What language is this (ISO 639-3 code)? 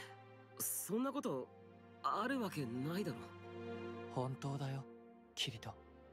jpn